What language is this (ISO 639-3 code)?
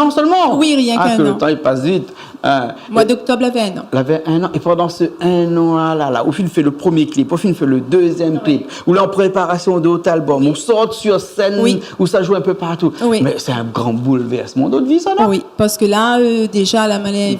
rcf